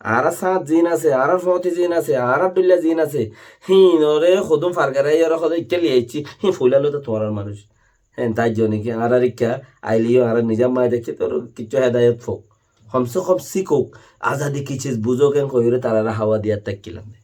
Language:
Rohingya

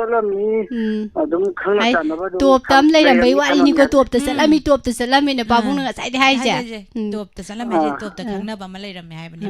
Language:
Manipuri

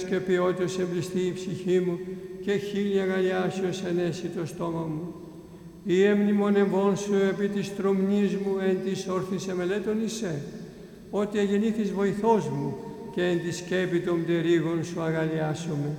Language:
Greek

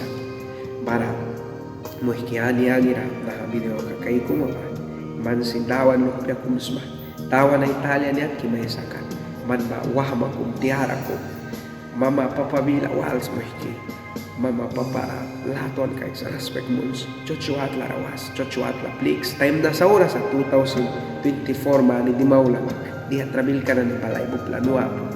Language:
Mískito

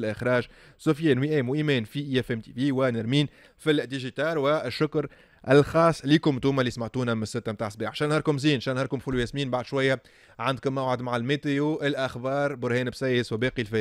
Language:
Tunisian Arabic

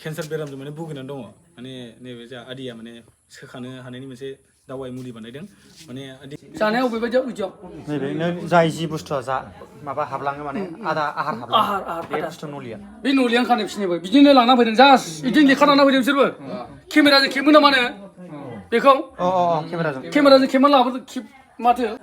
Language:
Bodo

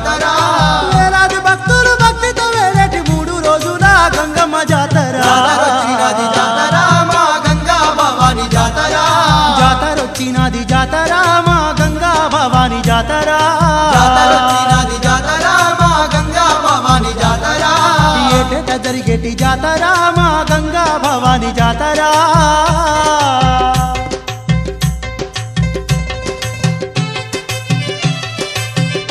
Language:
Telugu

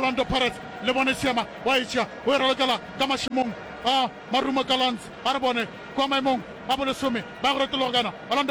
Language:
Northern Sotho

